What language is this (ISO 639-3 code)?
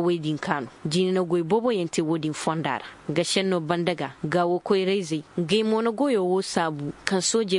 dje